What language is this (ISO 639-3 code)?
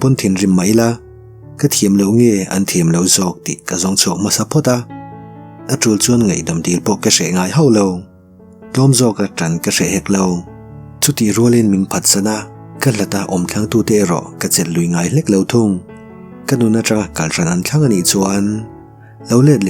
lus